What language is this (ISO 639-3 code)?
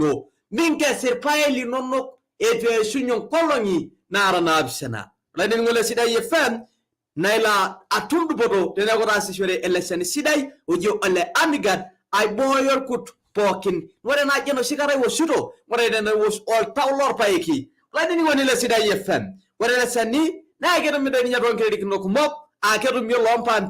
mas